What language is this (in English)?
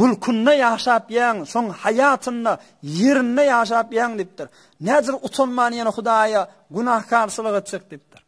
Turkmen